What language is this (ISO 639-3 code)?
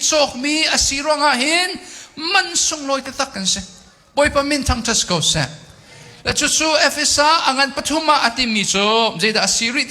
cnh